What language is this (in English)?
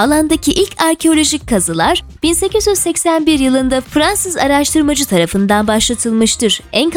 Turkish